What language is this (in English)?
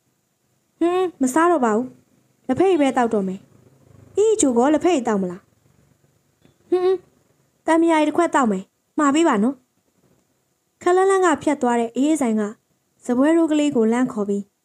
Burmese